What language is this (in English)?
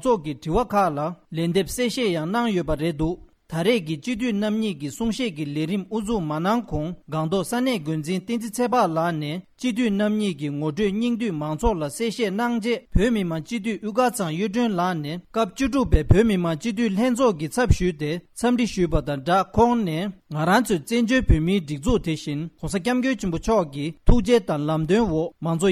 Tibetan